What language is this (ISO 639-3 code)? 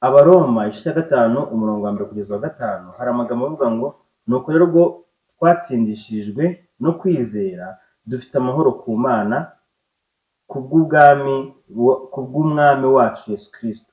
kin